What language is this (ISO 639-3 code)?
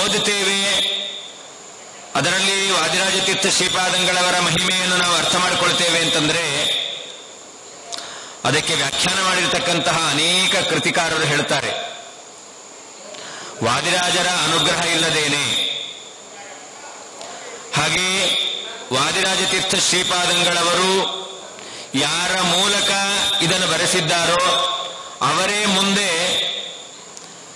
kan